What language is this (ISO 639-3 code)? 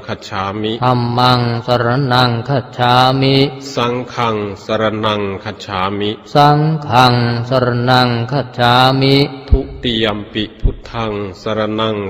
pli